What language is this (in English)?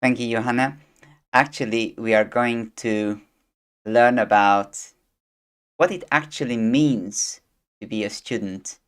English